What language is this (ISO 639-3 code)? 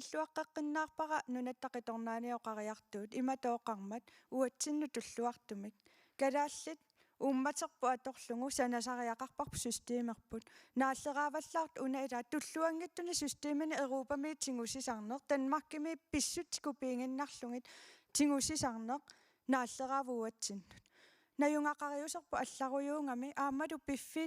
kal